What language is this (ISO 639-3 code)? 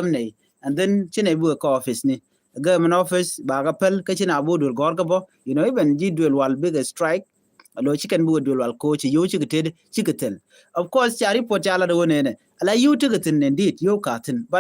nus